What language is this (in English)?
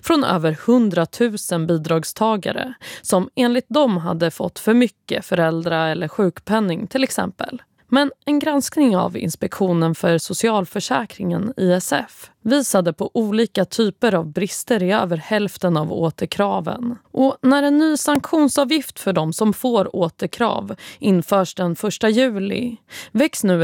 Swedish